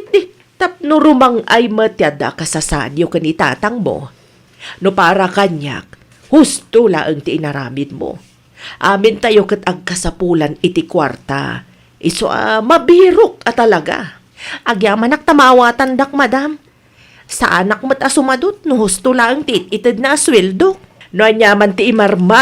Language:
Iloko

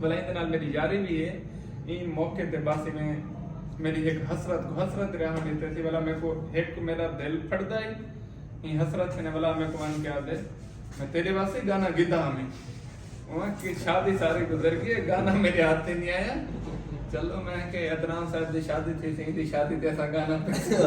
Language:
Saraiki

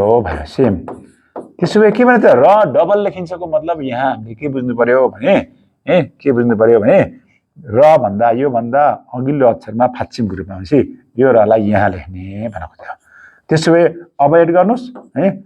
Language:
Nepali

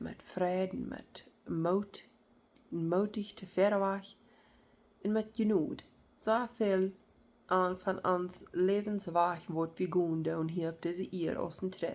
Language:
Plautdietsch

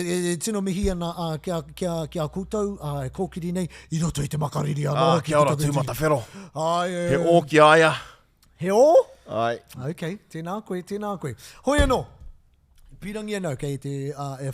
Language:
Māori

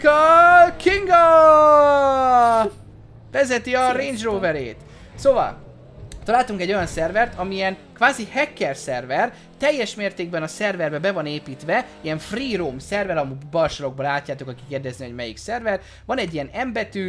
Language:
Hungarian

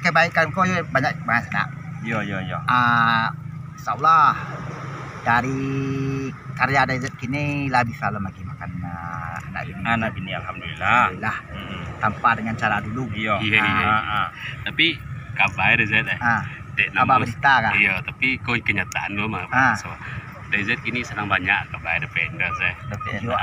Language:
Minangkabau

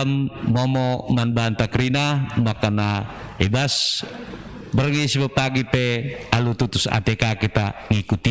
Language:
Batak Karo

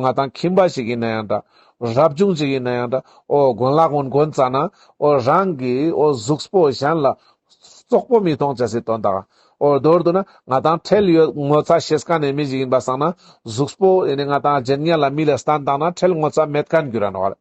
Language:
Ladakhi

